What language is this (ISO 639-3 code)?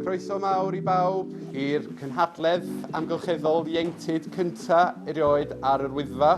cym